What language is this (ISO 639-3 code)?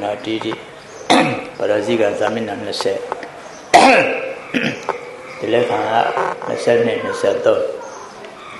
mya